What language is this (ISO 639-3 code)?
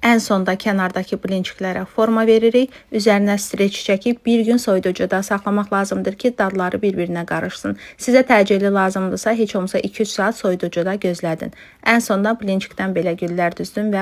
aze